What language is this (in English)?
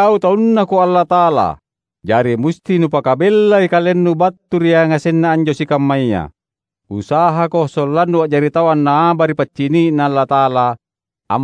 Makasar